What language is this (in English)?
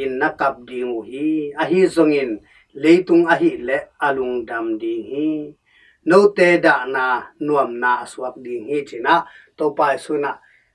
Tedim Chin